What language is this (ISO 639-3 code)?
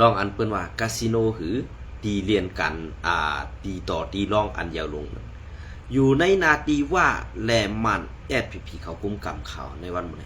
shn